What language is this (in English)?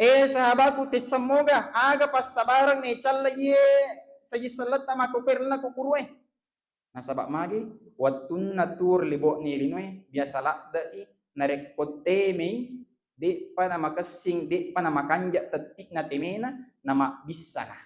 Buginese